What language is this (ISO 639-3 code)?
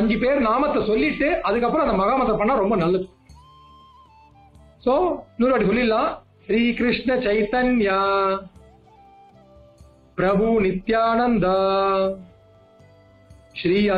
tam